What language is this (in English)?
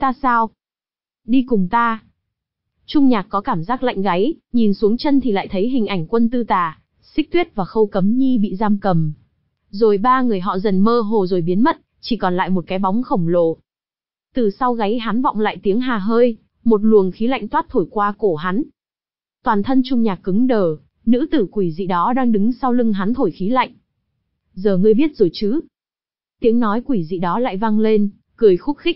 Vietnamese